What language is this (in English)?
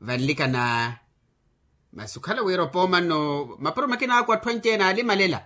Makhuwa